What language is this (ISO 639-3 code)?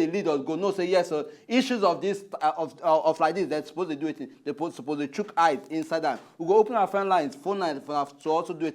pcm